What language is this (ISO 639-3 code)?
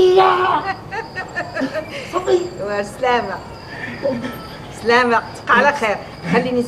ary